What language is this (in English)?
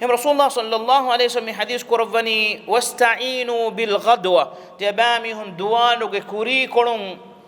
Divehi